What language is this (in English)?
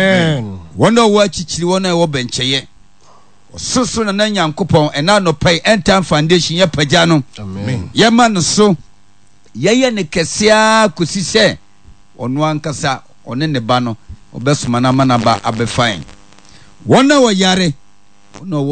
Akan